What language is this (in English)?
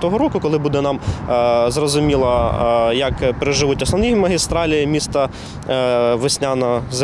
Ukrainian